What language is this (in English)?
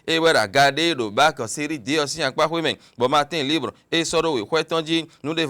Fon